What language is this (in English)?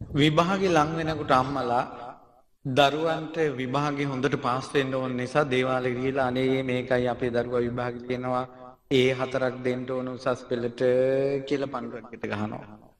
Sinhala